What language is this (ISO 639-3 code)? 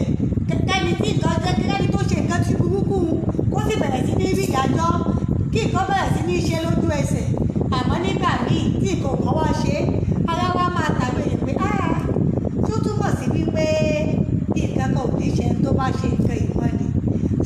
yor